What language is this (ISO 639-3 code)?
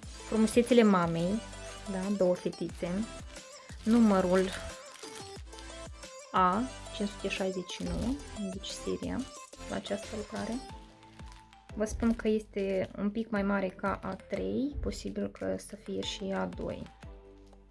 ron